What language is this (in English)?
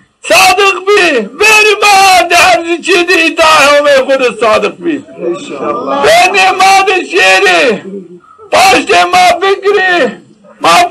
Zaza